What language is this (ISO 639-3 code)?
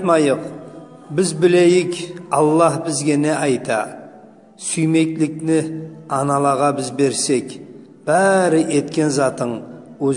kum